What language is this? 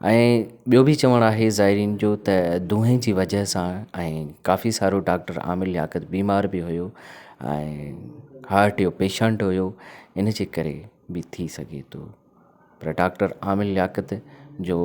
Sindhi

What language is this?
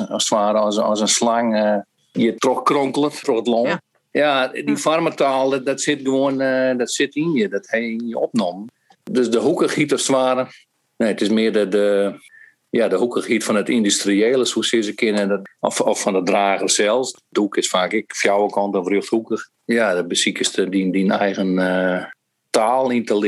Western Frisian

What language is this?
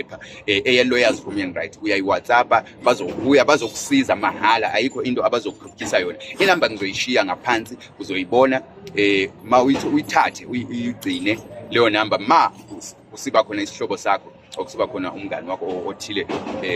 Zulu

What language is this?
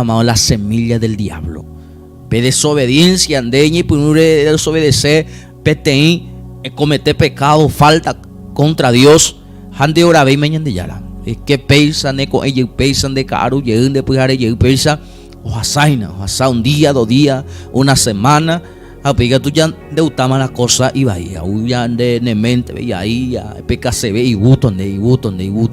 Guarani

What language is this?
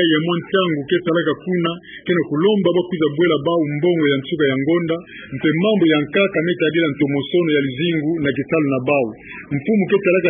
Kituba (Democratic Republic of Congo)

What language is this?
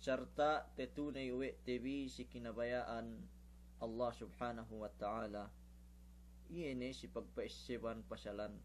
Yakan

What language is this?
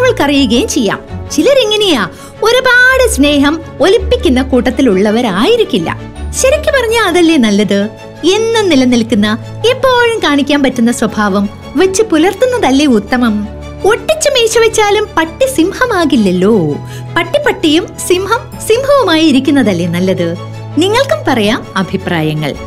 Malayalam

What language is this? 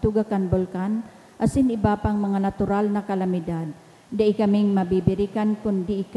Bikol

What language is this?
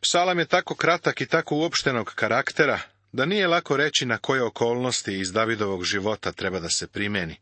Serbian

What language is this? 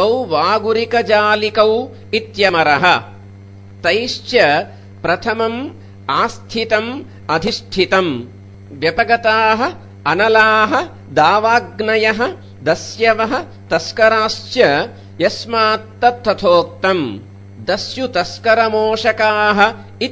Sanskrit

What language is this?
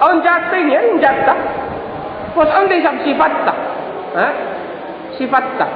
Tausug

